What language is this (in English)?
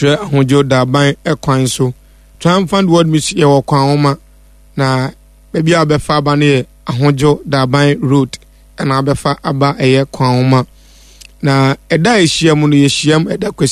Akan